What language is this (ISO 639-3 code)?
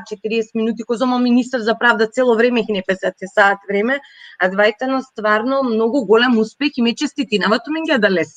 rmn